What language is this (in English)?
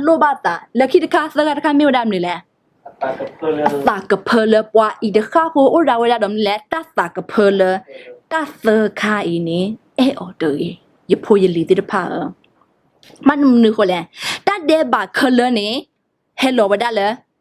S'gaw Karen